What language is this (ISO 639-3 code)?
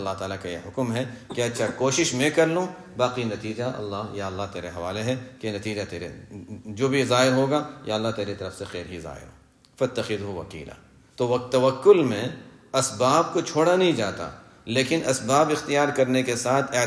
urd